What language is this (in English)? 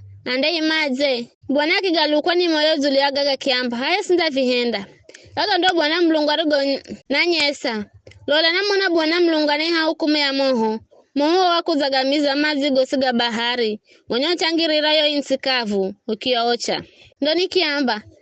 Giryama